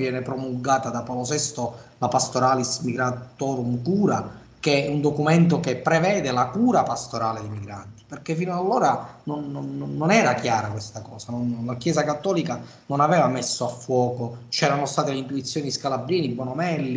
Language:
Italian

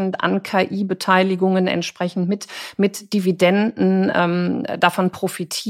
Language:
German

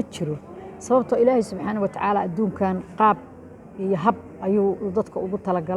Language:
Somali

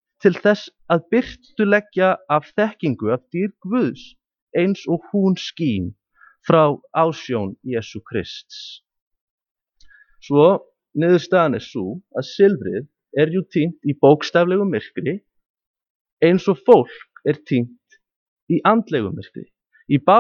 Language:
Icelandic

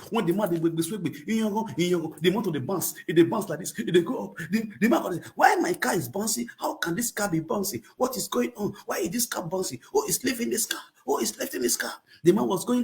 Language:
Nigerian Pidgin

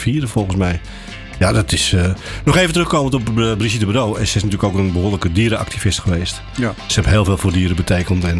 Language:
Dutch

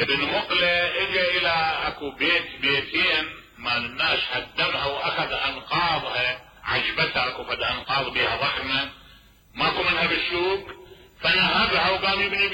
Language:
Mesopotamian Arabic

